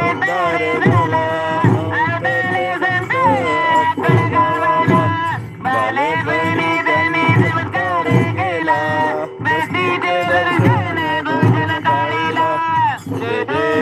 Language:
Marathi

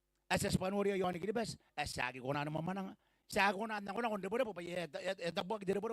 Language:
Gilbertese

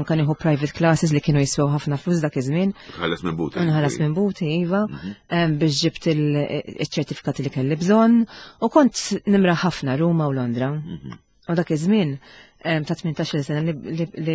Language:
Maltese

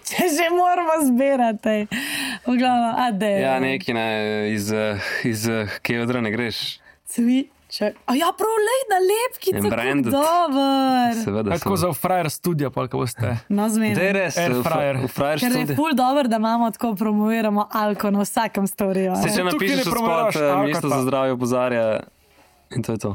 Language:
Slovenian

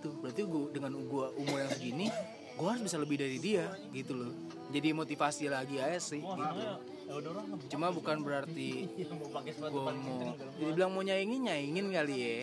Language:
Indonesian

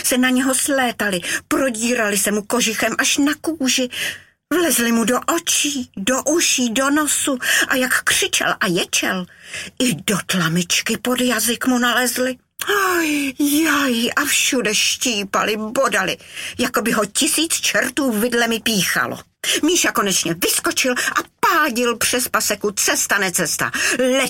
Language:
Czech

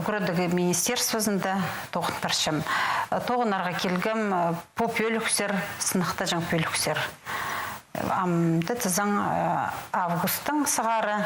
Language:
Khakas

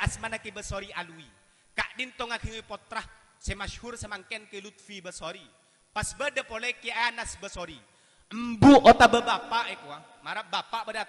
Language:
Madurese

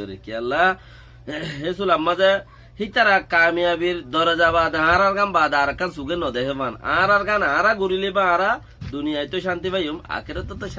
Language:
Rohingya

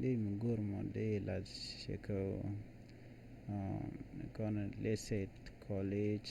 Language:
Nuer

